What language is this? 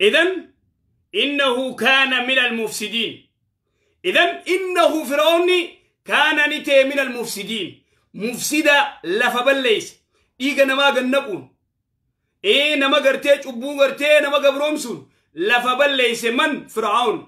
Oromo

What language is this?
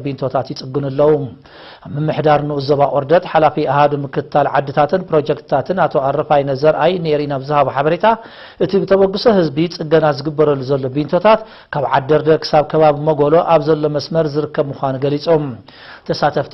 Tigrinya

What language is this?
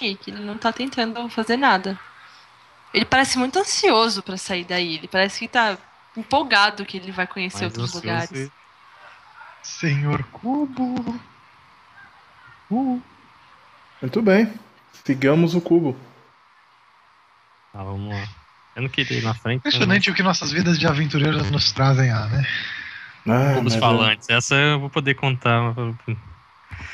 Portuguese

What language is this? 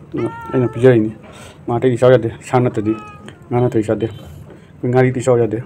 Manipuri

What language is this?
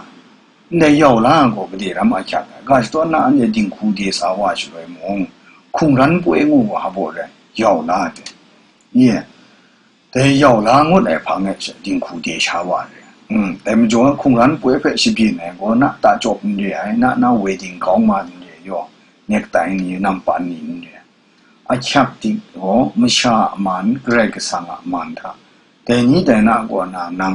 Kachin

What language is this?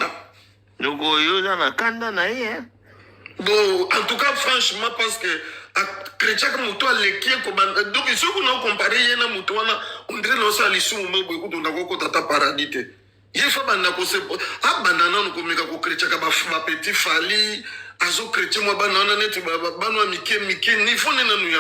Lingala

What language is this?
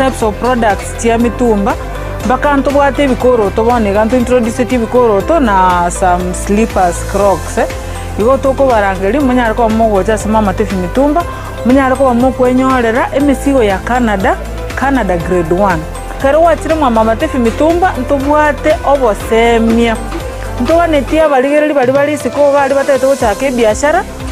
Gusii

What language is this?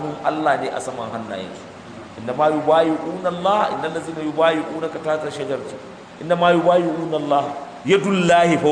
Hausa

